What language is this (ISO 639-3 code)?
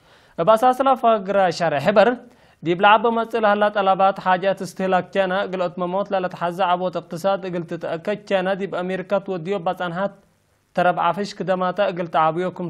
tig